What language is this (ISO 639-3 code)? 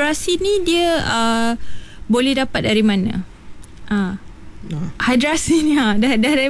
msa